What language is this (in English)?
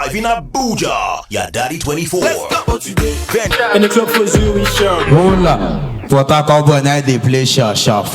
Nigerian Pidgin